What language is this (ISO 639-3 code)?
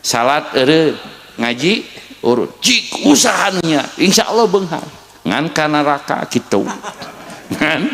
sun